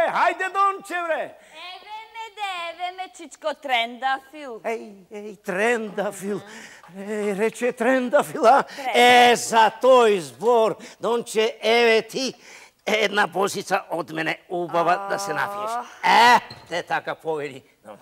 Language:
Macedonian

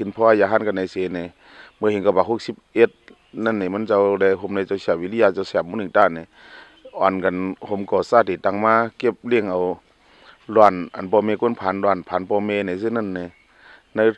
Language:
Shan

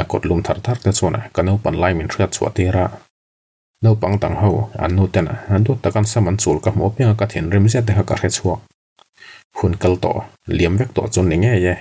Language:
Mizo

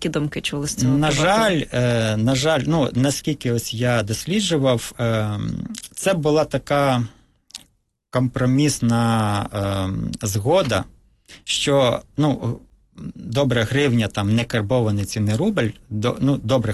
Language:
Ukrainian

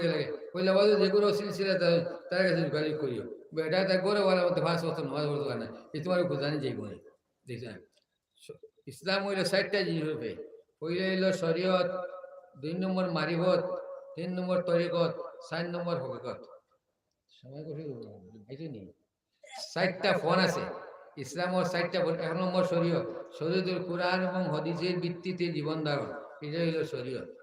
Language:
Sylheti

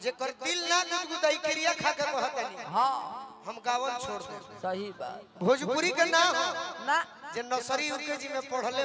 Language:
Bhojpuri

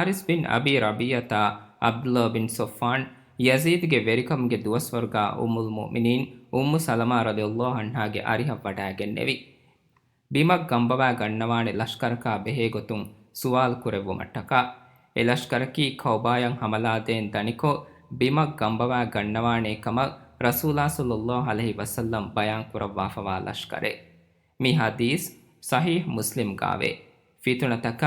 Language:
Divehi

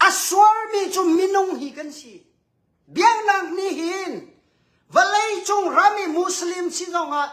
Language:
Hakha Chin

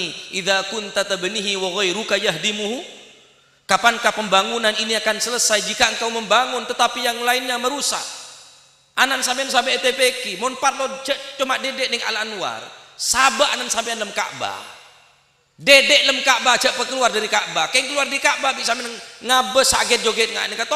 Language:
Madurese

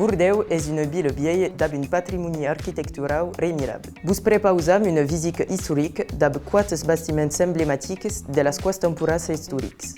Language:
Occitan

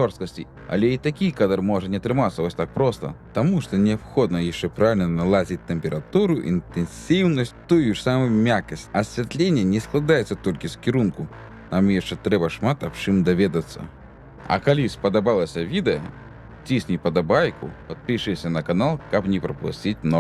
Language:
Belarusian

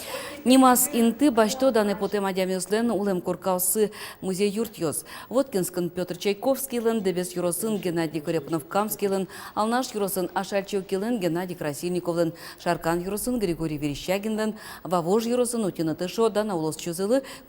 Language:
Udmurt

